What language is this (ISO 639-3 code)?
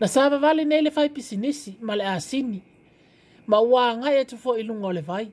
smo